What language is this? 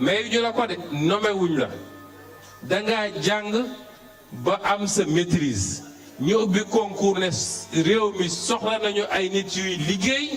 Wolof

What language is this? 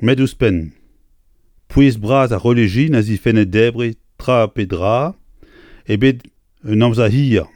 Breton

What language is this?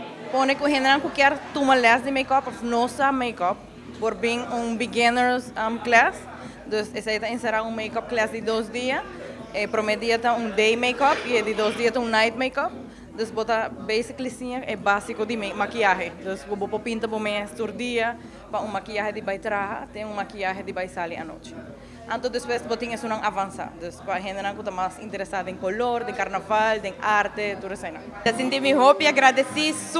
Papiamento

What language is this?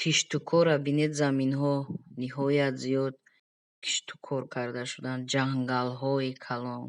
Tajik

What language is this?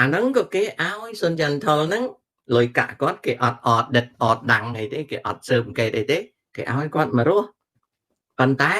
Khmer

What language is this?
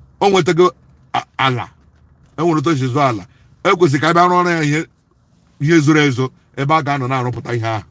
Igbo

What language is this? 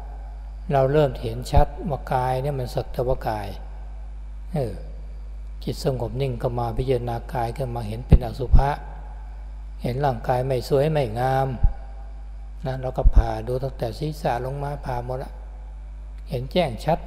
Thai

